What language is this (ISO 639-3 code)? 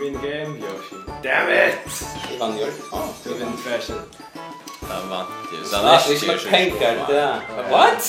fao